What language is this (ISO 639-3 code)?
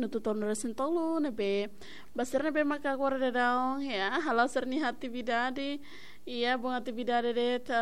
tet